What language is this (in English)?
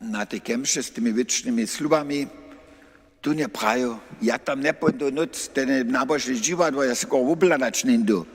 Upper Sorbian